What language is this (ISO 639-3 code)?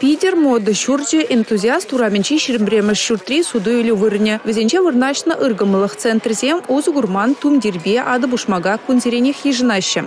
chv